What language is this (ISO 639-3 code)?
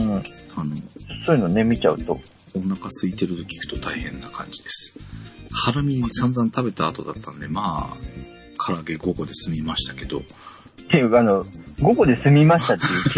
jpn